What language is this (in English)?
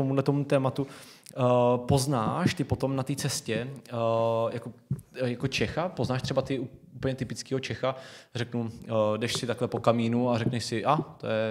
Czech